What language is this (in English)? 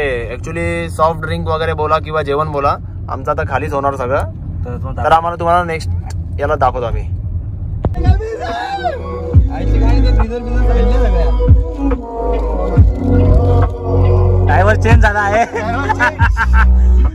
Marathi